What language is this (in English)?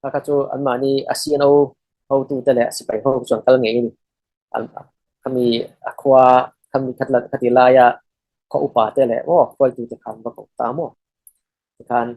Falam Chin